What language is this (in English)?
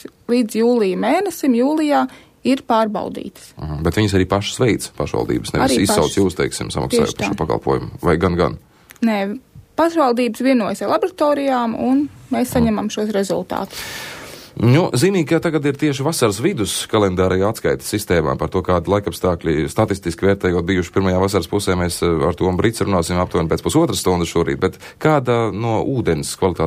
Latvian